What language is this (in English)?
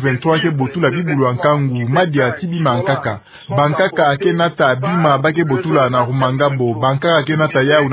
Kituba (Democratic Republic of Congo)